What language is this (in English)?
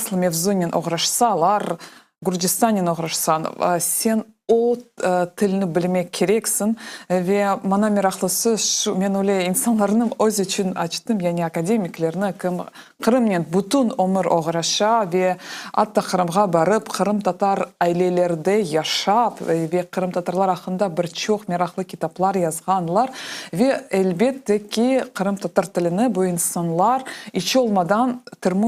Crimean Tatar